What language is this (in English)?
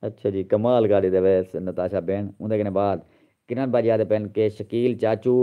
Saraiki